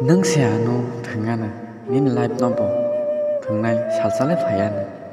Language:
Kok Borok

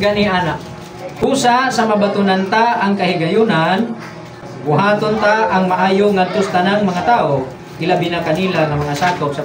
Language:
Cebuano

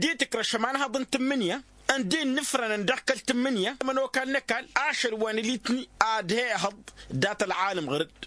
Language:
Tamasheq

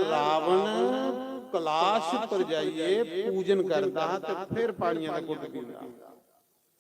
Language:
Dogri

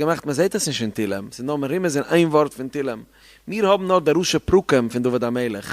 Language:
Yiddish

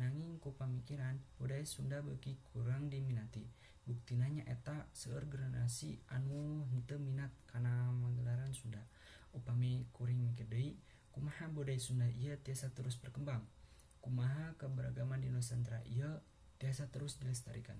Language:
Sundanese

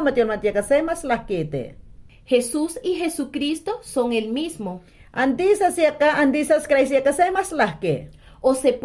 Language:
Mayangna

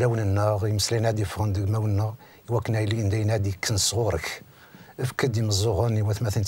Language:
Kabyle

